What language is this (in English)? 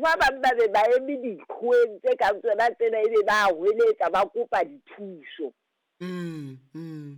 Southern Sotho